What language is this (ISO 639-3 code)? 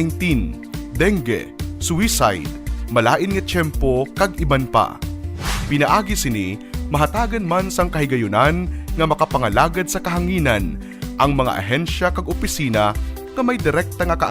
hil